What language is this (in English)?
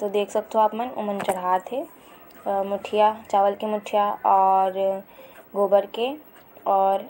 Chhattisgarhi